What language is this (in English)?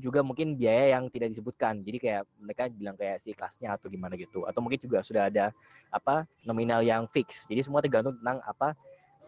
Indonesian